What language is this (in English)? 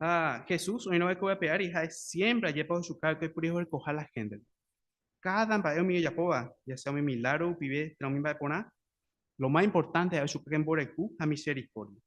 Guarani